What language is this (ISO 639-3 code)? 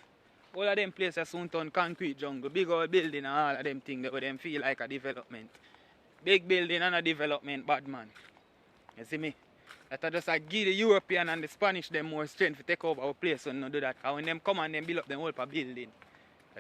jam